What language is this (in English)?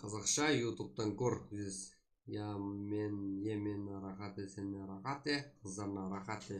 Kara-Kalpak